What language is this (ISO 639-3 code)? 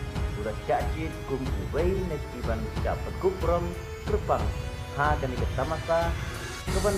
kha